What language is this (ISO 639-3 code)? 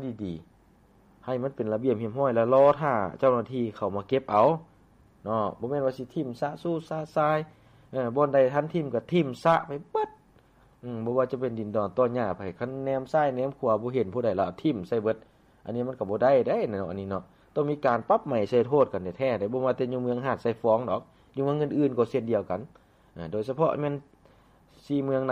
lao